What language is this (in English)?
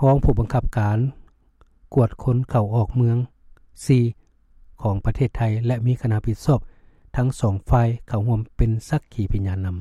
Lao